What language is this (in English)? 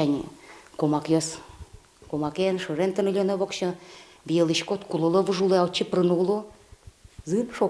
Udmurt